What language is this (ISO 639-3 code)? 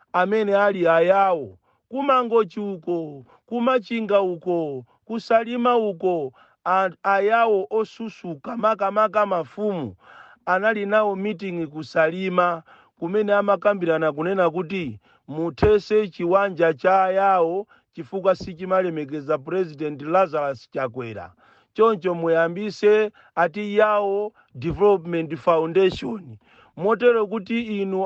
nya